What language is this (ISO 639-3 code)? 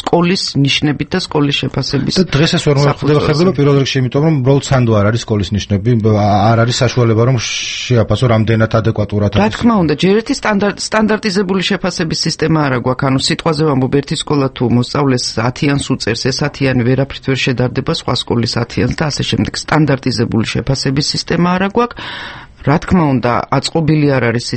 kat